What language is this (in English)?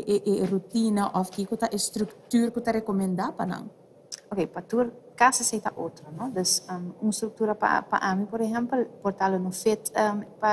Papiamento